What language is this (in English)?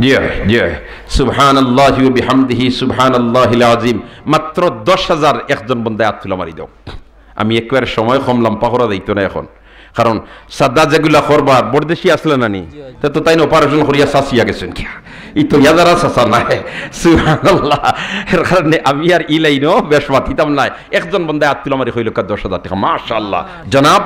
Sylheti